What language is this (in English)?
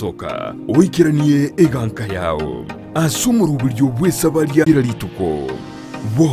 Gusii